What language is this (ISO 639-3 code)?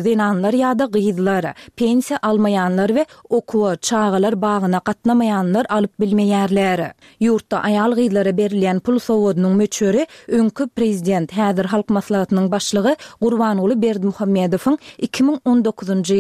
tuk